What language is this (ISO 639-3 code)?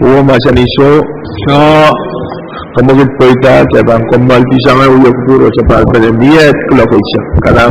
pon